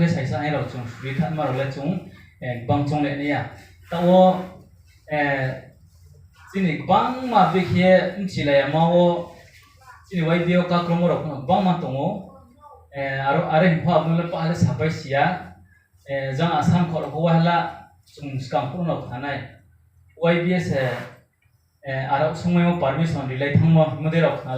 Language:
Riang (India)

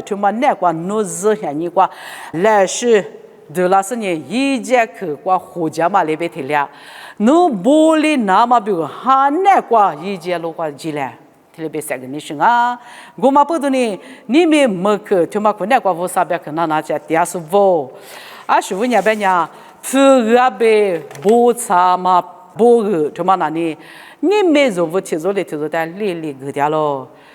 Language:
Lisu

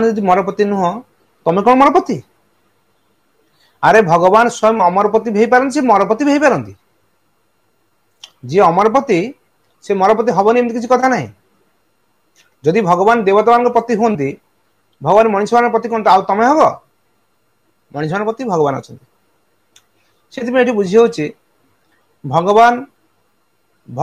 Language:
Odia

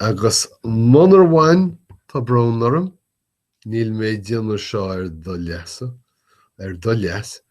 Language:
Irish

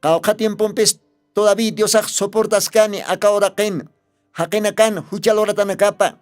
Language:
Aymara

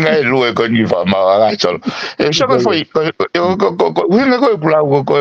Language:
Tongan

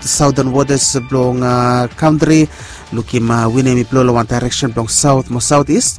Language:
Bislama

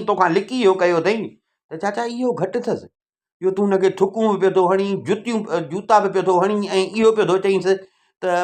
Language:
Sindhi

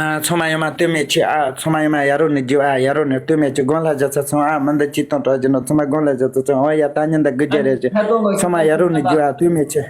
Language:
Tibetan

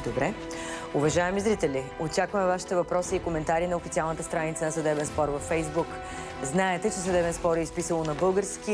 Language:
Bulgarian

